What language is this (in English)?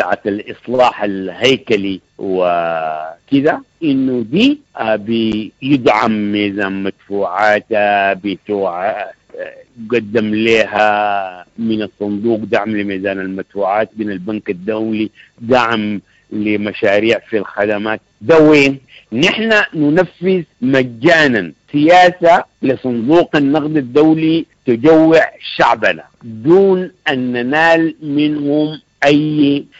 Sudanese Arabic